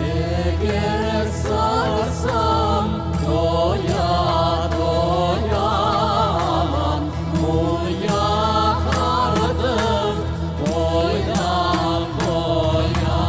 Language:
Crimean Tatar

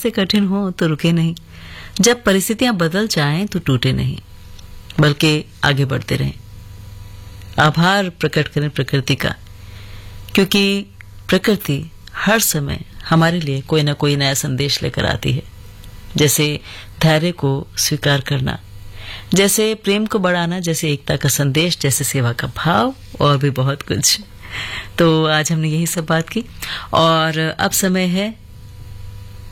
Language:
Hindi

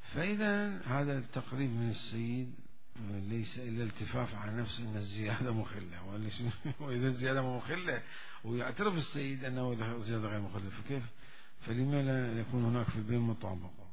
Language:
Mesopotamian Arabic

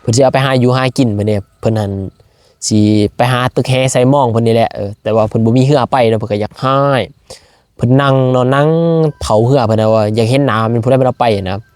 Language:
Lao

